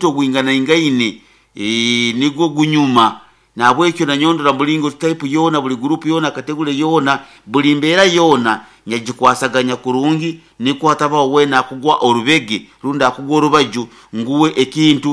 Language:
Nyoro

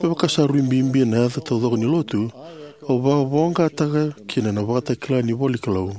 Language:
Fijian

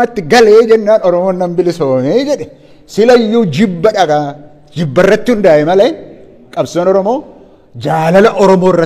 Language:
Oromo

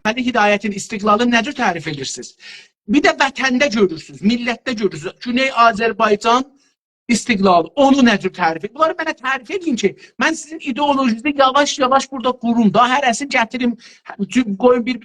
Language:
South Azerbaijani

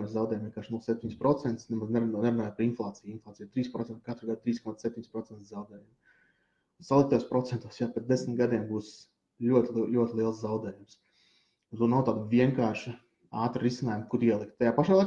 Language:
Latvian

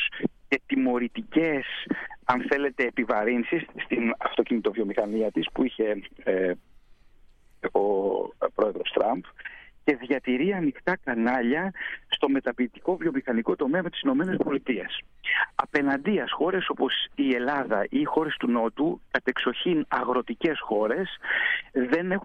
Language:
Greek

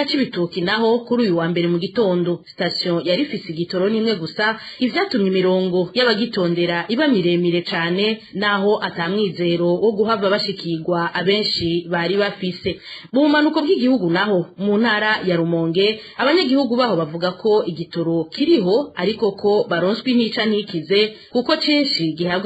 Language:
Rundi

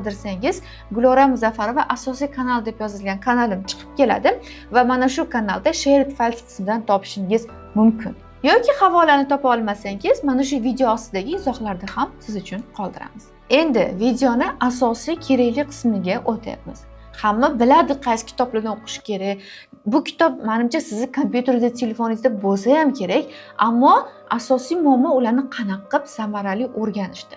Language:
Uzbek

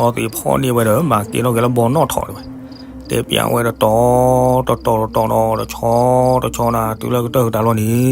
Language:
S'gaw Karen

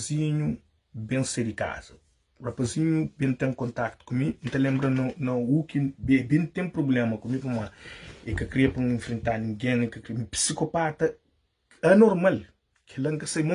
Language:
Kabuverdianu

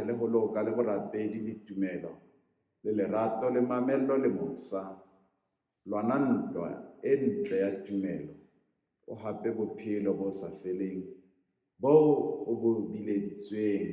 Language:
Southern Sotho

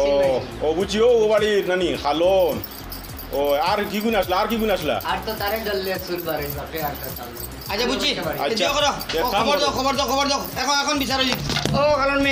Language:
Sylheti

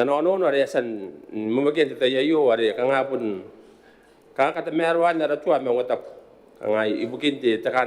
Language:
Gilbertese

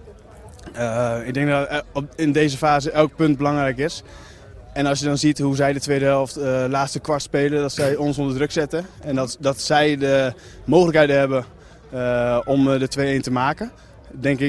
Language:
Dutch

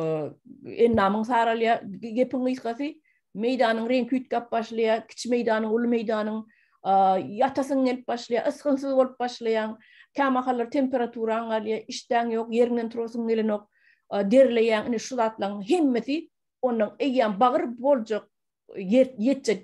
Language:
Turkmen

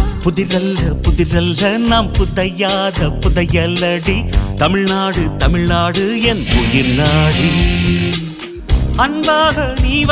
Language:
Tamil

